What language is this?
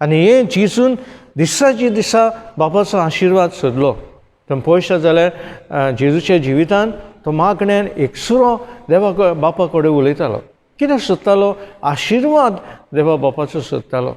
Konkani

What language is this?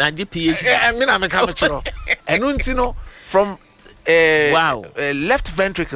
Akan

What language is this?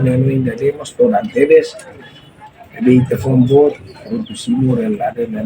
Tetum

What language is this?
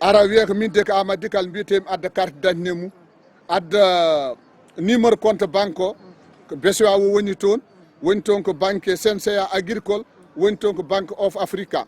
Fula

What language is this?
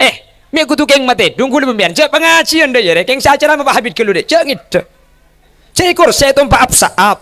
Madurese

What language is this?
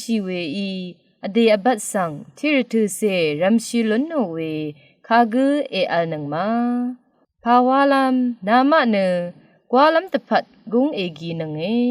Rawang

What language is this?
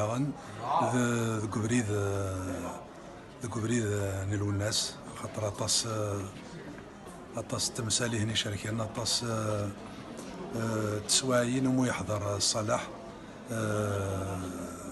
Kabyle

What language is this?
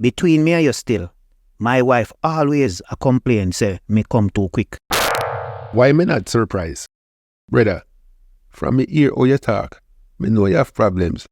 Jamaican Creole English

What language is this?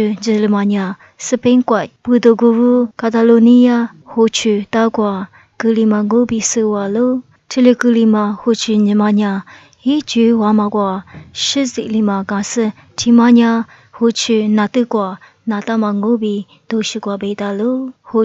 Lisu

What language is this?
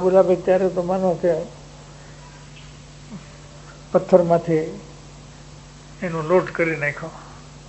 Gujarati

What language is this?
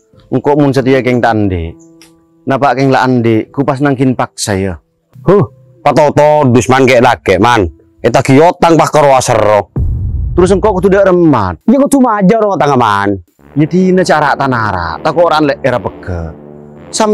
Madurese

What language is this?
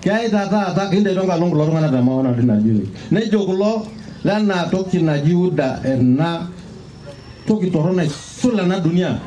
Masai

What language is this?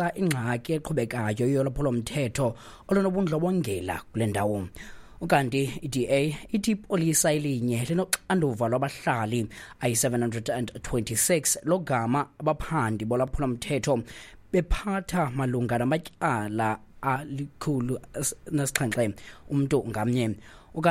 Xhosa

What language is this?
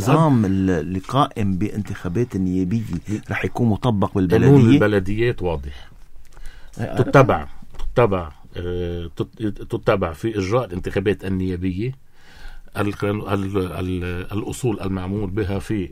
North Levantine Arabic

